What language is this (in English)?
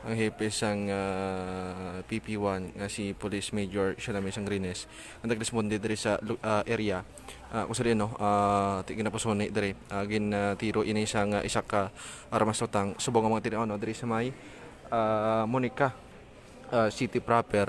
Hiligaynon